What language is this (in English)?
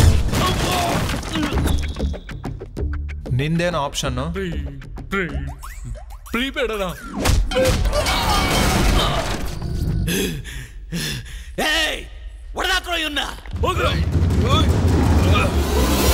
Kannada